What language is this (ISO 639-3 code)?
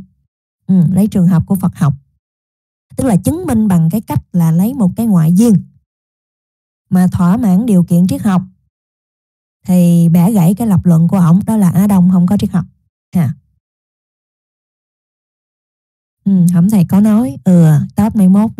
vie